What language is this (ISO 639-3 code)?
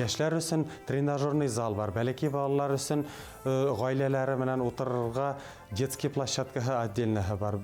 bak